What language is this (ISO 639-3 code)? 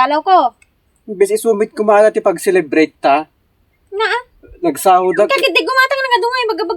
ilo